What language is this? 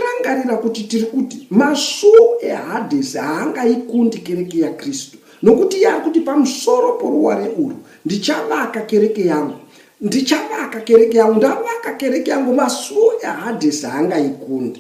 Shona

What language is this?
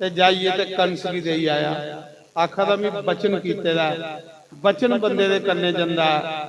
Dogri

